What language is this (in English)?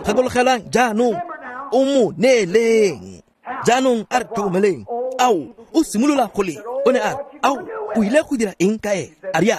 Tswana